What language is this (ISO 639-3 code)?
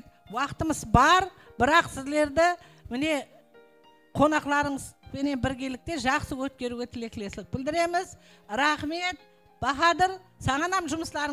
kaa